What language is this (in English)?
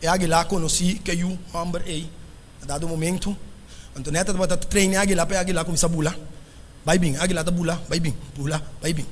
Papiamento